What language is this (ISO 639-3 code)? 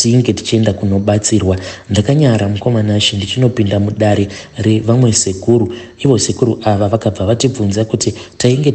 sna